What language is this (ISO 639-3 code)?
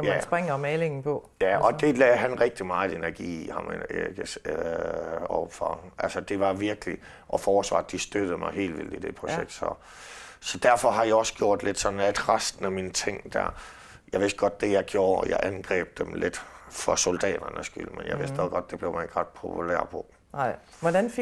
dan